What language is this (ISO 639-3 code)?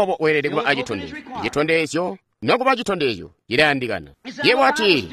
toi